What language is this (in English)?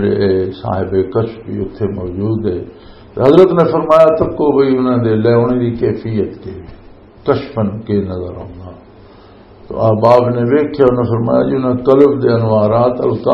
Western Panjabi